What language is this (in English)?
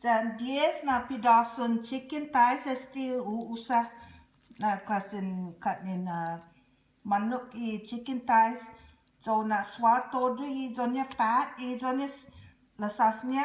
Chamorro